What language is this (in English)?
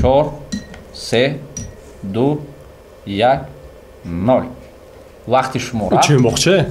Tajik